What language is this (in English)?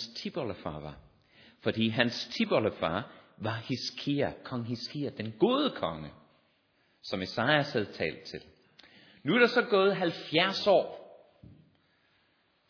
Danish